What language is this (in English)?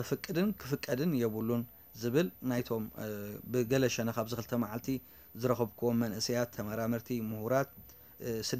Tigrinya